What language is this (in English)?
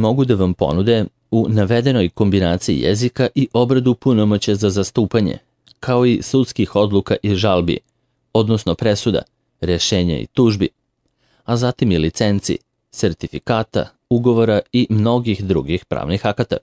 Serbian